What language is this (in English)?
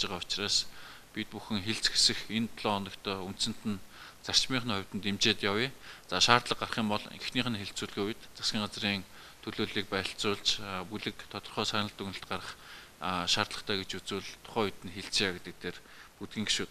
Mongolian